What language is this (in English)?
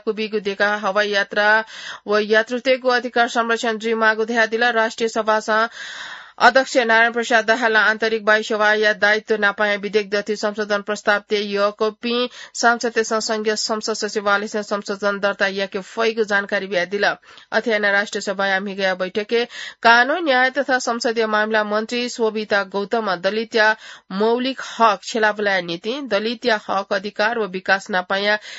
Newari